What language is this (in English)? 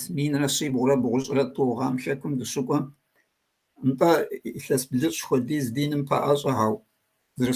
Kabardian